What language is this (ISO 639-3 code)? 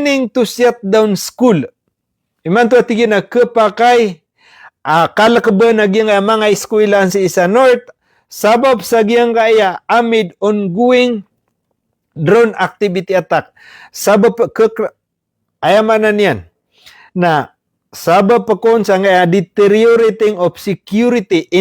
mrw